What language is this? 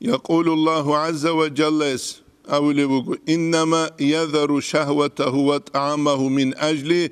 Avaric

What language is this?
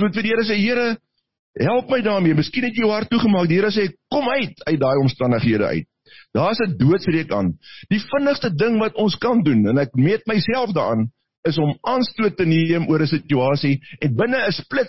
Afrikaans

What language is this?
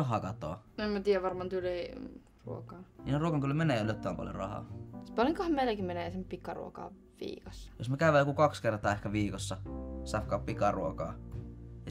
Finnish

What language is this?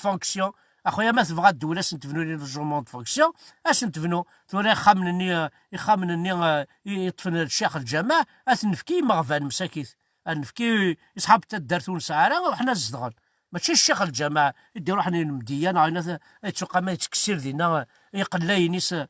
Kabyle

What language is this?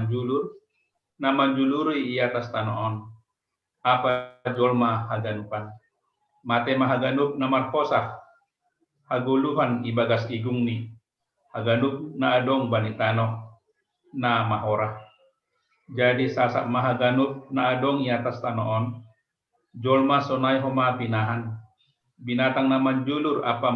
Batak Simalungun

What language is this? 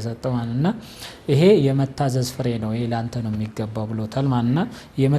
Amharic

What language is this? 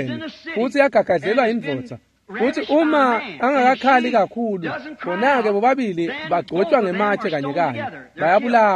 Swati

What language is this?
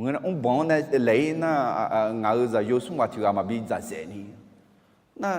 Akha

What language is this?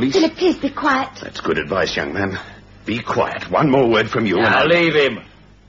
English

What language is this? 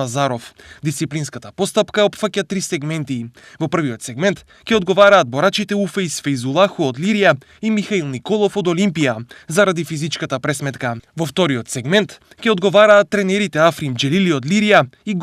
Macedonian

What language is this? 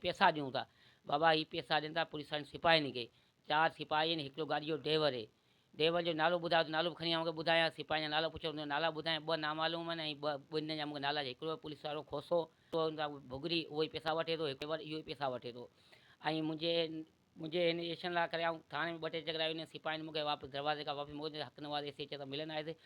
Sindhi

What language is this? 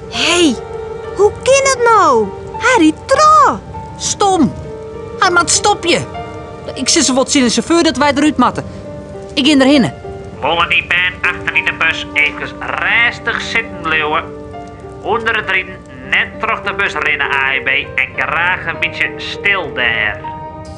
Western Frisian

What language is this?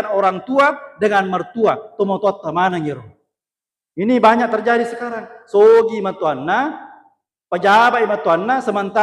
Buginese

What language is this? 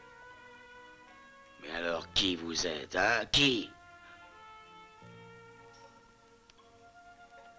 French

